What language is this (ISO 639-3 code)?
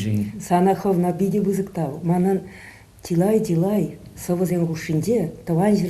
chv